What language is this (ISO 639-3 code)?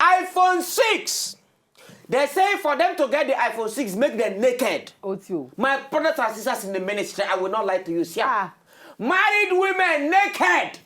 pcm